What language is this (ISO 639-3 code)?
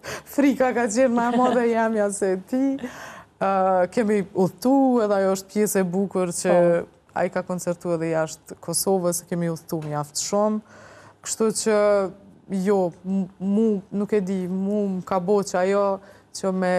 sqi